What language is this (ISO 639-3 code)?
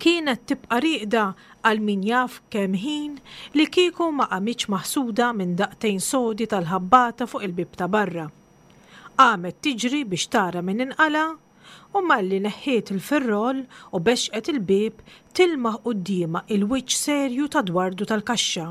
mlt